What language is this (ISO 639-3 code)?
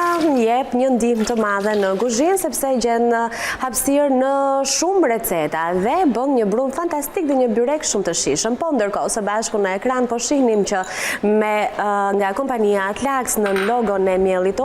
sqi